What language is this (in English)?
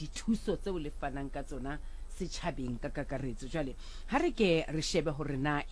Southern Sotho